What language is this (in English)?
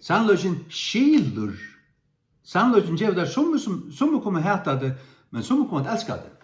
Faroese